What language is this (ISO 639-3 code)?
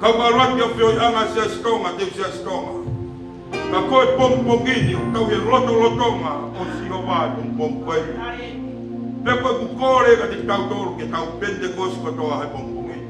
ton